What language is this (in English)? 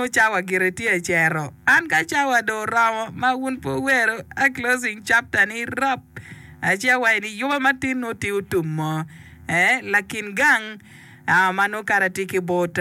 Acoli